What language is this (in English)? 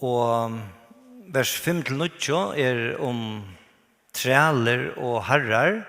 Faroese